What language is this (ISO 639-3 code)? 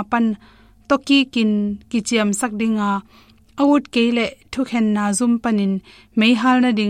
ctd